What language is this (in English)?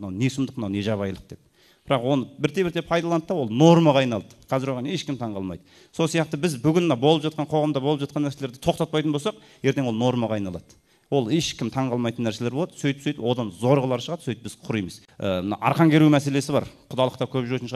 Kazakh